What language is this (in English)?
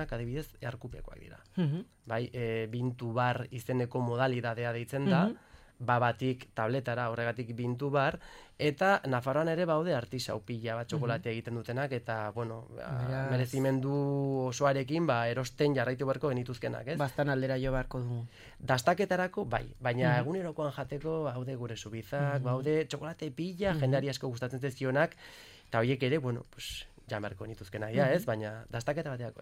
Basque